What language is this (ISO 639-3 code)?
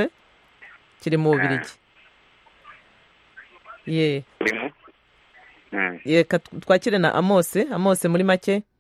kin